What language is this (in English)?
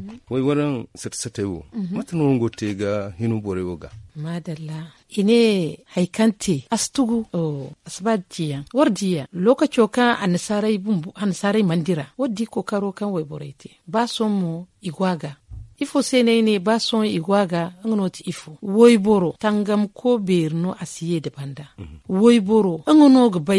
Zarma